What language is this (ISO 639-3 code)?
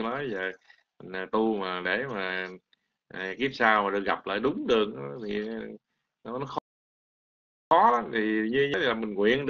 vie